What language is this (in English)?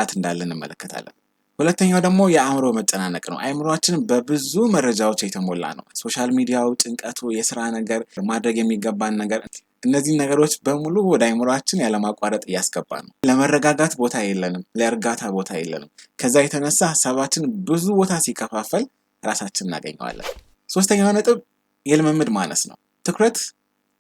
Amharic